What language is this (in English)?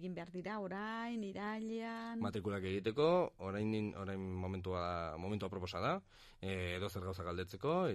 Basque